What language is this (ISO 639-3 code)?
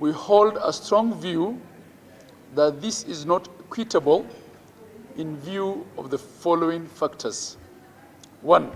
mer